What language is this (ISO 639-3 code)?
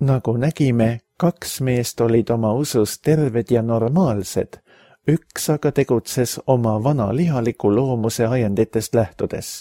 est